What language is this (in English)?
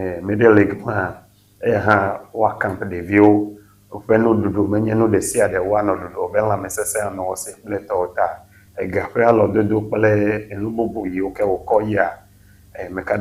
Ewe